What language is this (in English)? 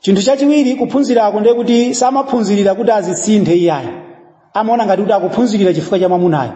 Nyanja